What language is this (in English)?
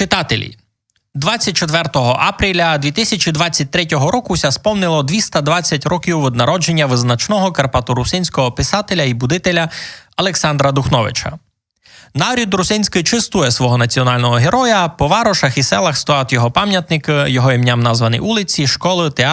Rusyn